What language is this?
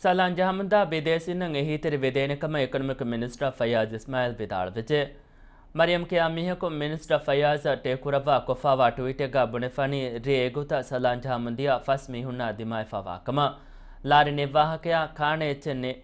Divehi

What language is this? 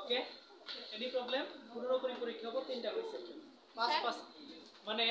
Assamese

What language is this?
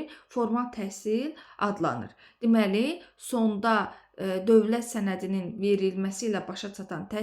Azerbaijani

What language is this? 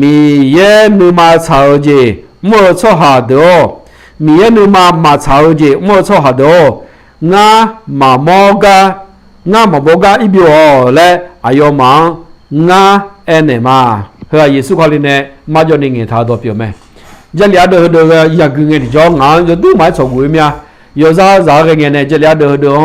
Akha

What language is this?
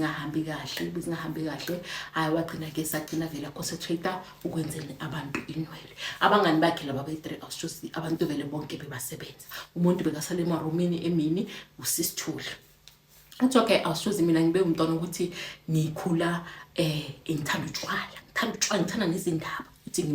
Zulu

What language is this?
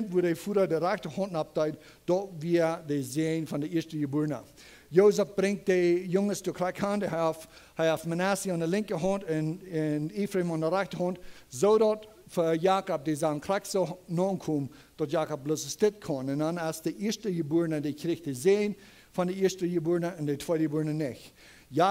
Plautdietsch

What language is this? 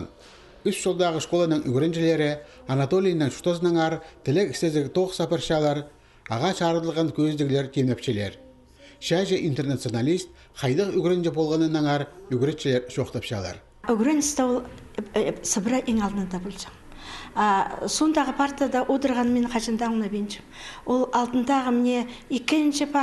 Khakas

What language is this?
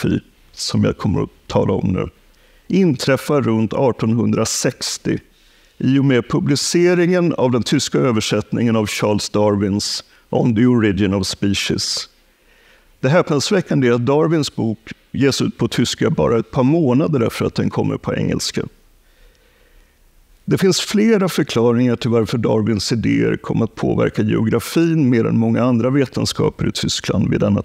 Swedish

